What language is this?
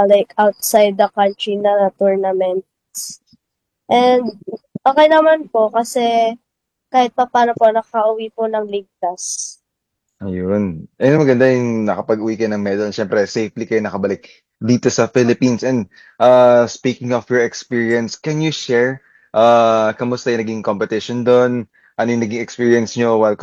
Filipino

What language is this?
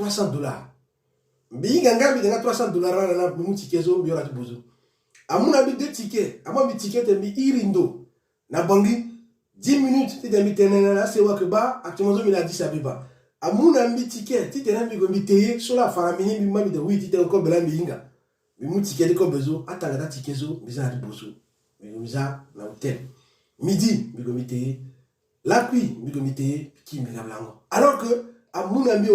Sango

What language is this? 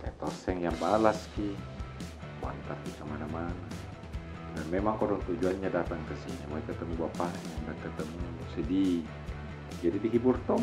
Makassar Malay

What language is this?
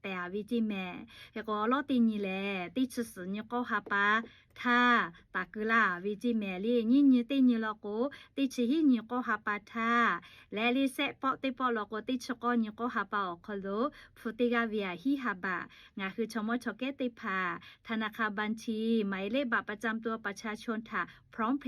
Lahu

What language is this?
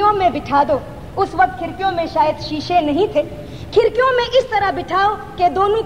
Urdu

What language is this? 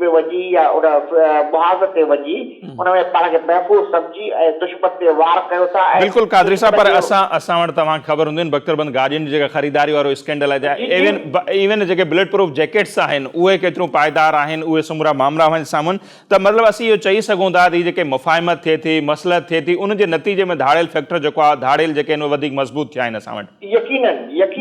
Sindhi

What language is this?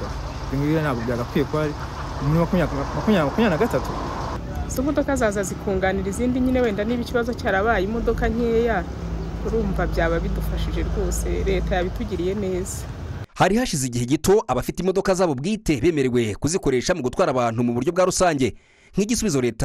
Kinyarwanda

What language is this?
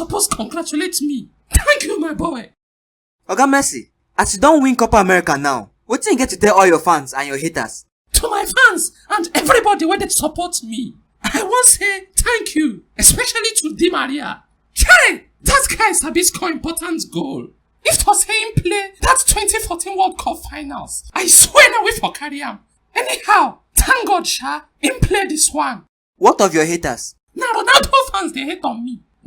Nigerian Pidgin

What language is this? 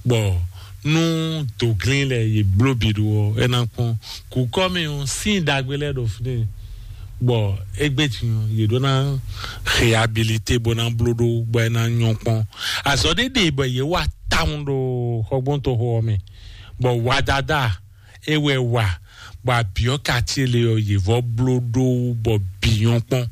Fon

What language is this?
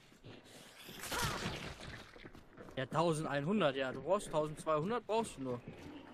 German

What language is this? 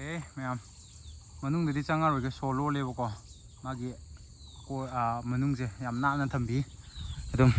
Manipuri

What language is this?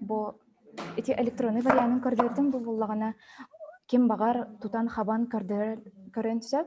Yakut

